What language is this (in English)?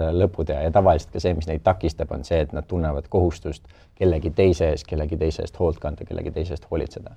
Estonian